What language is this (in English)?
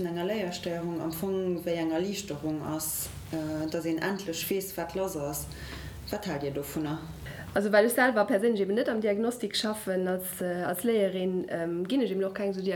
Luxembourgish